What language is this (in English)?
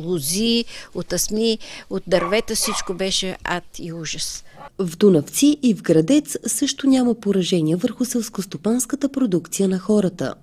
Bulgarian